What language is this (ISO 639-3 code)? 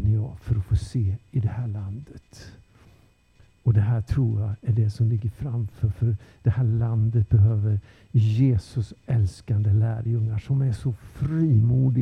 swe